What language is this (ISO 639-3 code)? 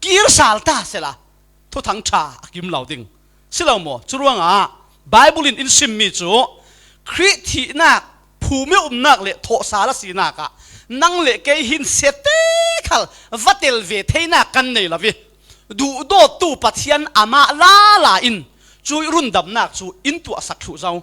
cfm